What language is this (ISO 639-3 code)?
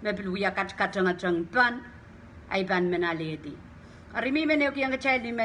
pon